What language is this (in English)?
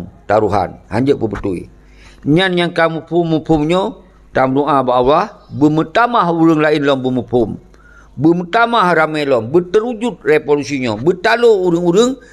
Achinese